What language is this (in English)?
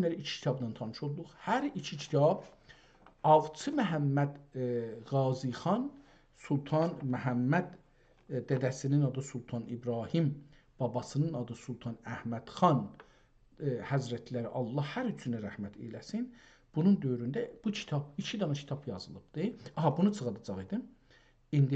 South Azerbaijani